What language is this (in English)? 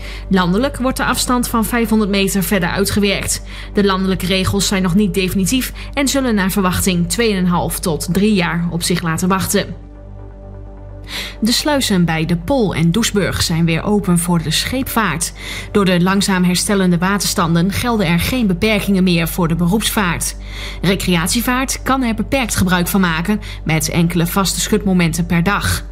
Dutch